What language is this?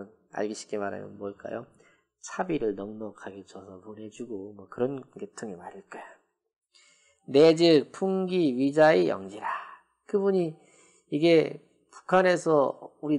Korean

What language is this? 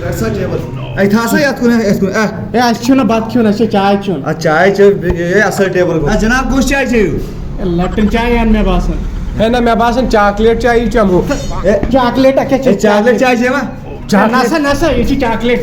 Kashmiri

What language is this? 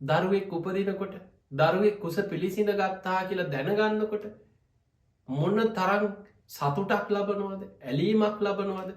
Sinhala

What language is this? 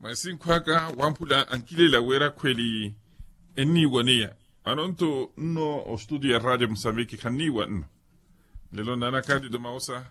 Makhuwa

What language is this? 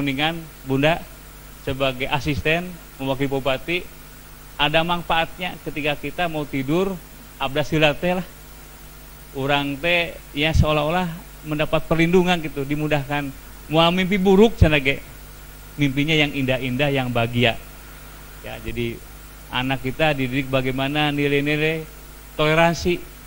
Indonesian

